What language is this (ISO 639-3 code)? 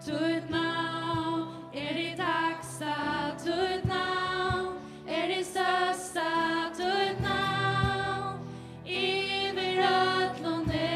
fao